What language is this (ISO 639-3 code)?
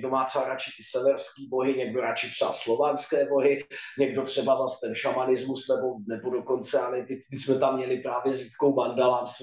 ces